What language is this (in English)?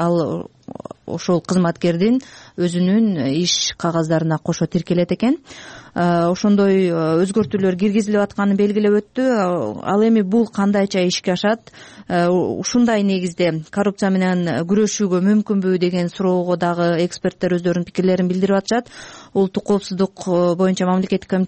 Kyrgyz